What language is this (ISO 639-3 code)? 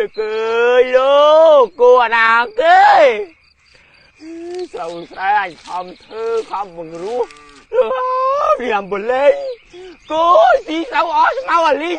khm